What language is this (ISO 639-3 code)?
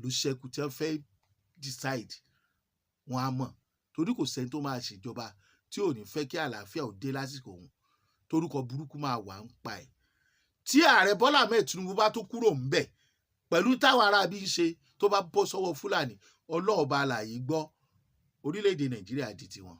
yor